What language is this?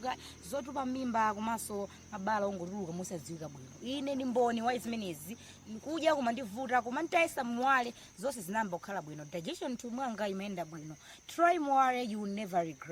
Nyanja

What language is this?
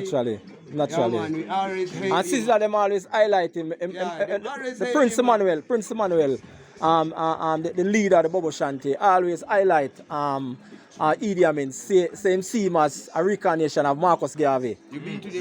Jamaican Creole English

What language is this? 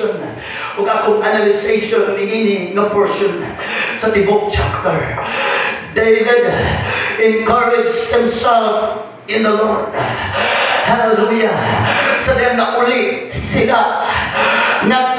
Cebuano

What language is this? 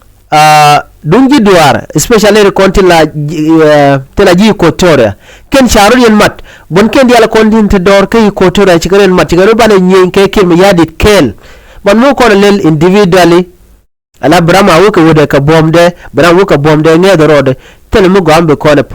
Nuer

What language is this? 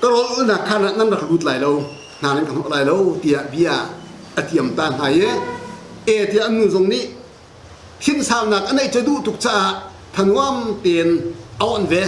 Hakha Chin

